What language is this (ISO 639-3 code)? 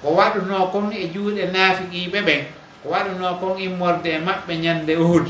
fuf